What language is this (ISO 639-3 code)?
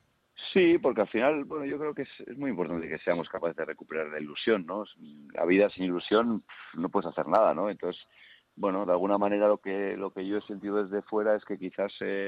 spa